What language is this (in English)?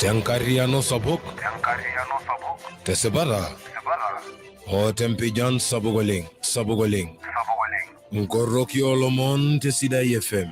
Masai